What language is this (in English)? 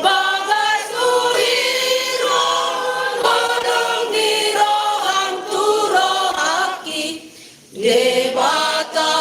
Batak Toba